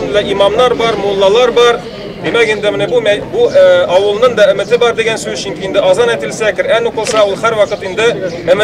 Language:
Tatar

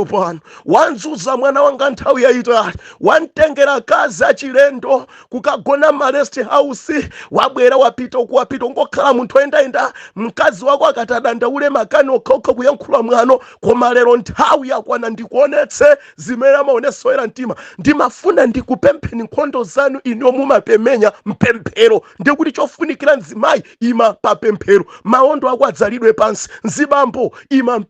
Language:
Nyanja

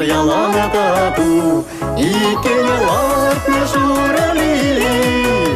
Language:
Chuvash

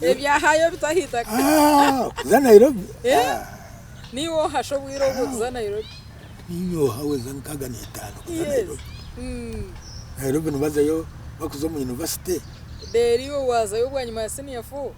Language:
Nyankole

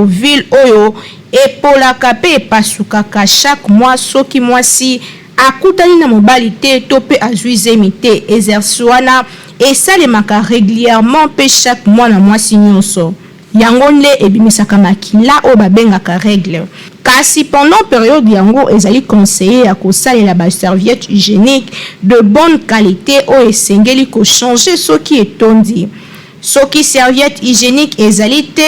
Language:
Lingala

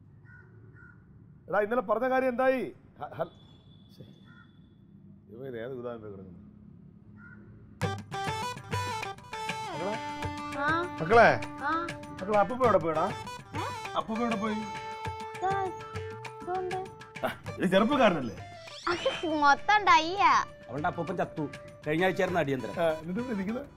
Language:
Malayalam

